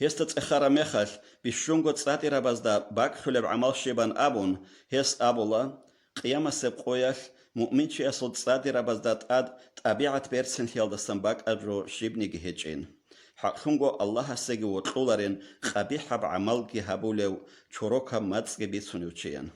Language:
Avaric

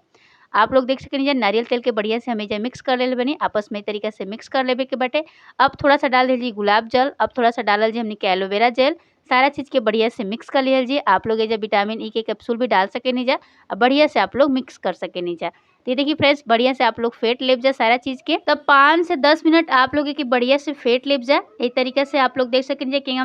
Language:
Bhojpuri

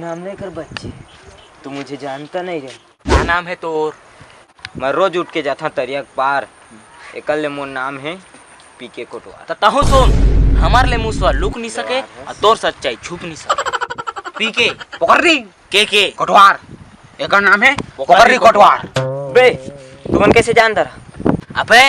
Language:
Chhattisgarhi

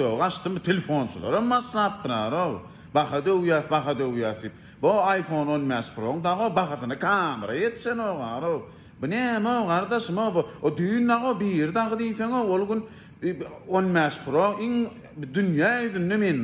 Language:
Turkmen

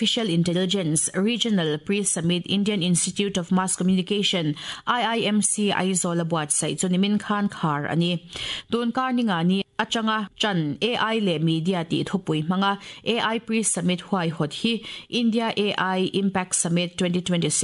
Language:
Mizo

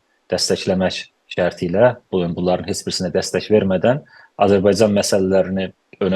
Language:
South Azerbaijani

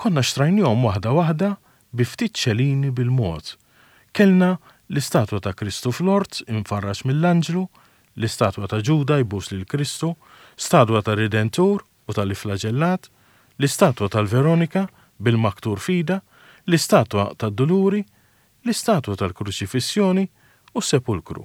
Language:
Maltese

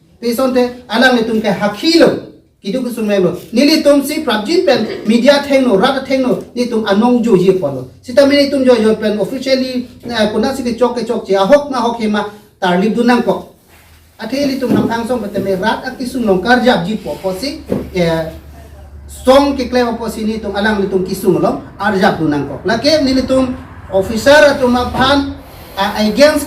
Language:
Karbi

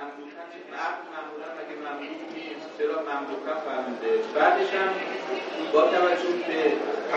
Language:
Persian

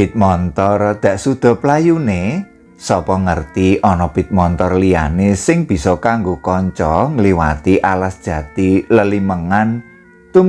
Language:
Javanese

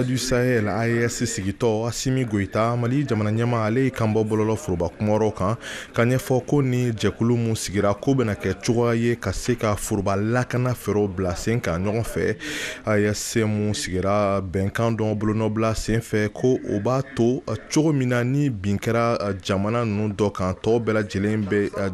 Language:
Bambara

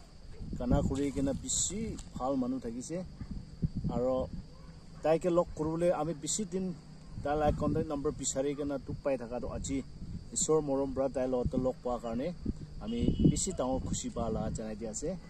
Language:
Naga Pidgin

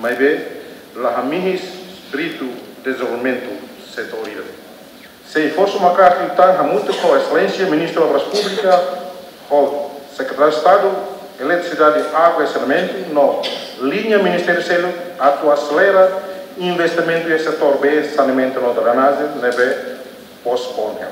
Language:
Tetum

